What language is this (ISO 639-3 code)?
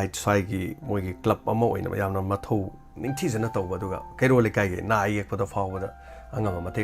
mni